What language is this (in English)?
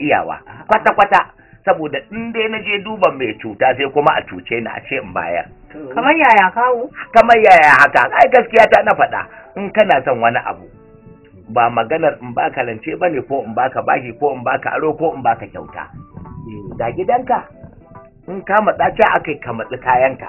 Hausa